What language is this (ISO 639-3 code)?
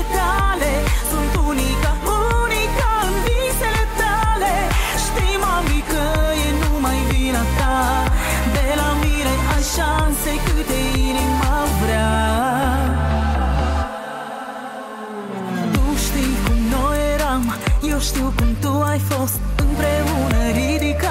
ron